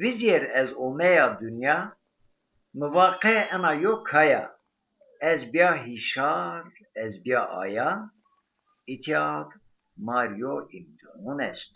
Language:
Zaza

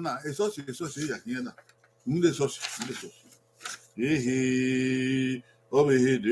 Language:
Bini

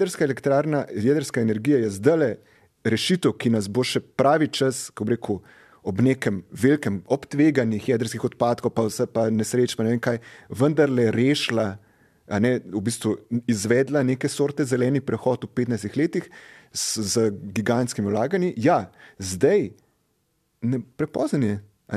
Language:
Slovenian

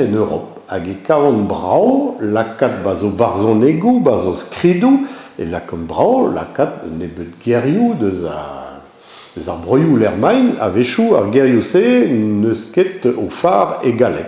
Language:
Breton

